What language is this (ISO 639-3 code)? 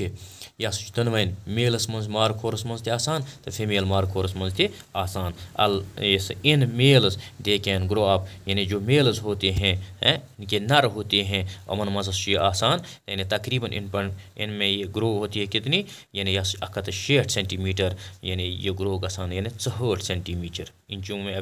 kas